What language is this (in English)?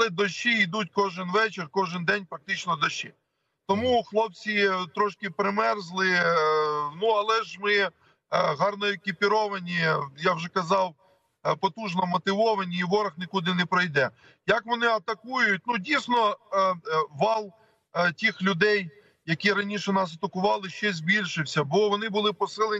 Ukrainian